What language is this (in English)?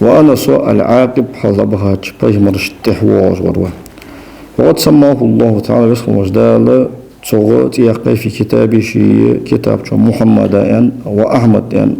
Ingush